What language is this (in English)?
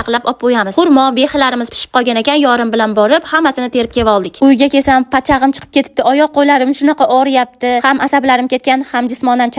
Uzbek